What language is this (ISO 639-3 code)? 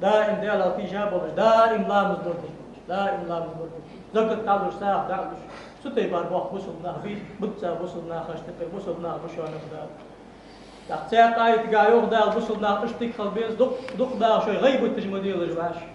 inh